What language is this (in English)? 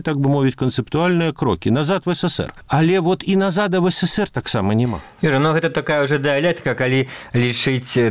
Belarusian